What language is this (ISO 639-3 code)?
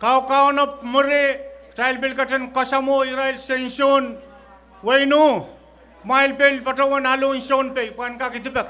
pon